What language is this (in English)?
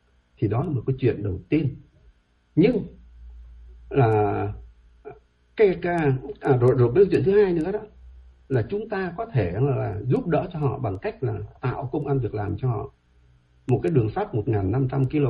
Vietnamese